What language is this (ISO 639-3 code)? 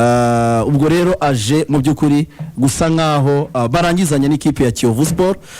kin